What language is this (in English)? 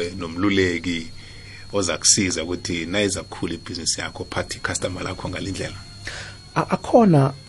South Ndebele